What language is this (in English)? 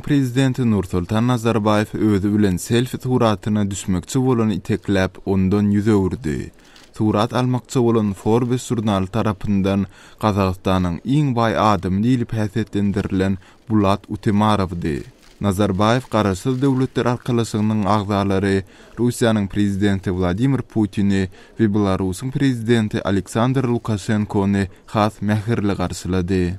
Turkmen